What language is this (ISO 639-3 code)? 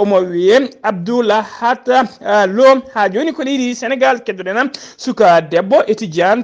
ful